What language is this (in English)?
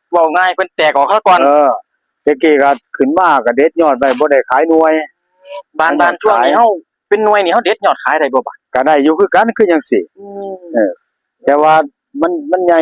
Northeastern Thai